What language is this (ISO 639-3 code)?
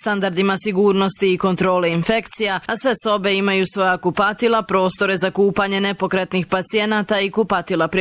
bos